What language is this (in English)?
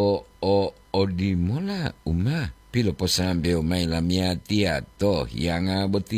Gorontalo